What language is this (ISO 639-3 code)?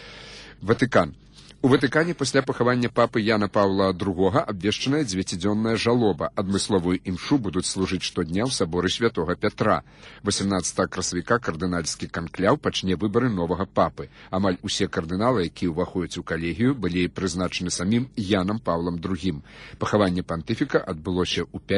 bel